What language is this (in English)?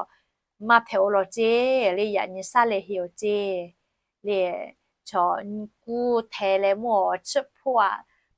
Lahu